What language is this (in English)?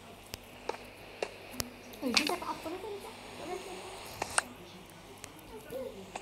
Malay